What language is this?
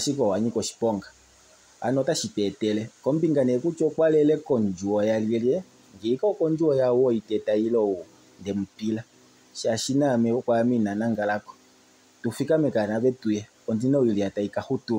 Kuanyama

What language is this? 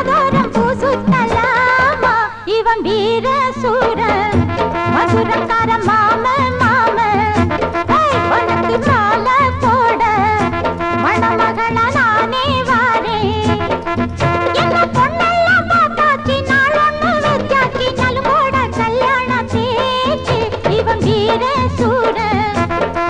Tamil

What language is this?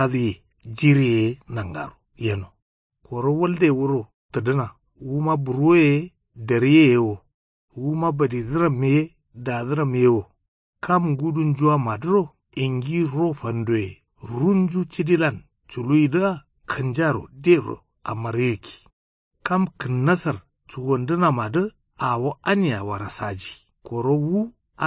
Kanuri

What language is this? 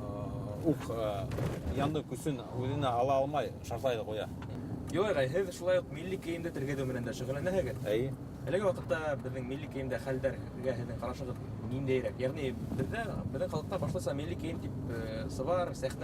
Bashkir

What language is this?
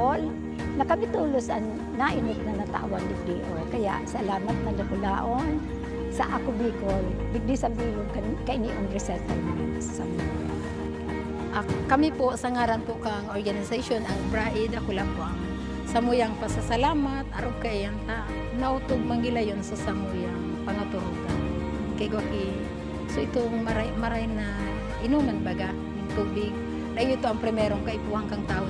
Bikol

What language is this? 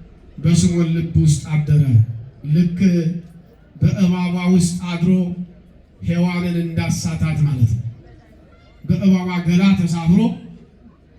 Amharic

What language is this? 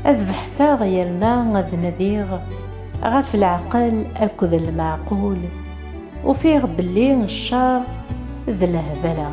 Kabyle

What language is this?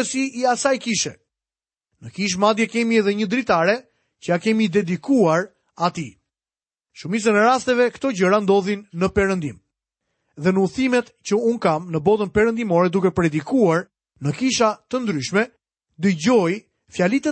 Albanian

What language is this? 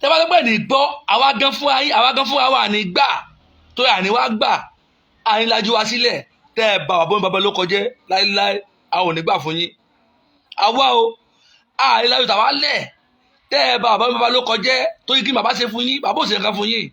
Yoruba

